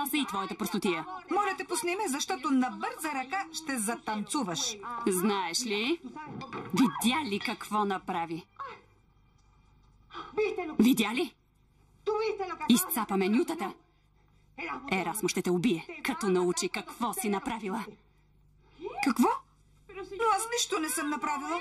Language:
Bulgarian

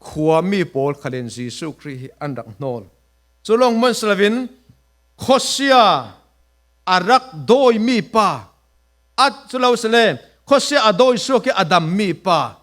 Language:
Falam Chin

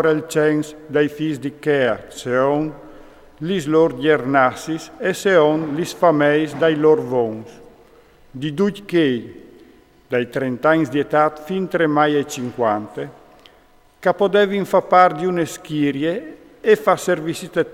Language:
Friulian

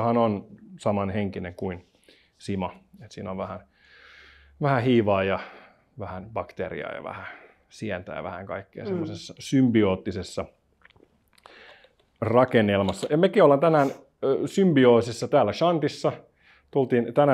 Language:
Finnish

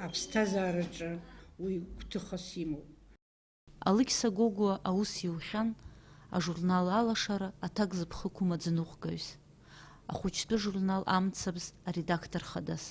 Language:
Abkhazian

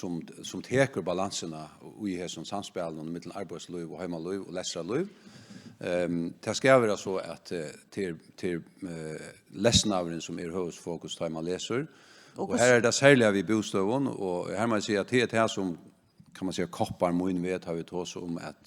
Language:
Faroese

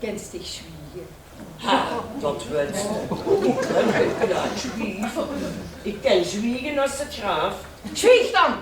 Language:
Limburgish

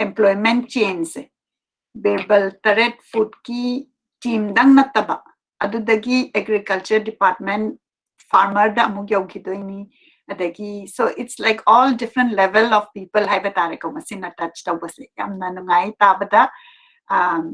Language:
Manipuri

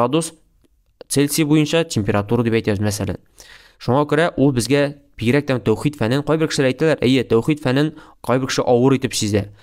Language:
Tatar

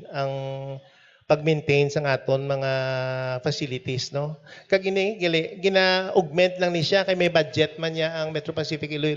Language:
Hiligaynon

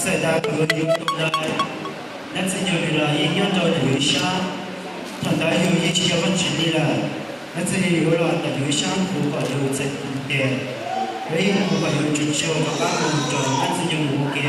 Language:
Hmong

